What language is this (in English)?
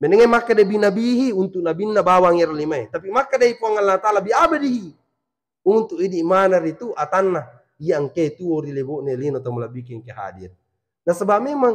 Buginese